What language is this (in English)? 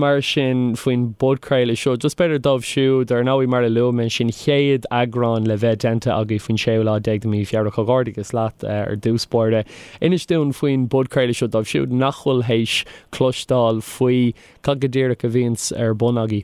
Irish